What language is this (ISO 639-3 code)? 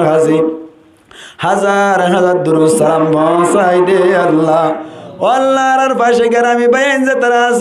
rhg